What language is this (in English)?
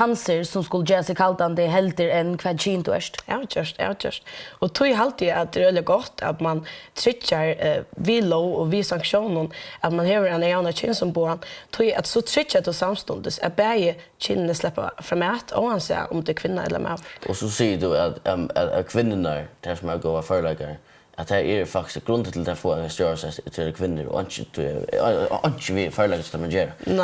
Faroese